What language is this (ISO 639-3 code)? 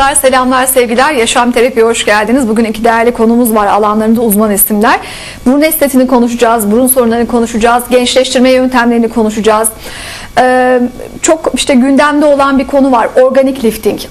tur